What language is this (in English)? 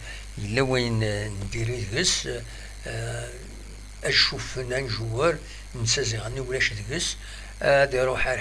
Kabyle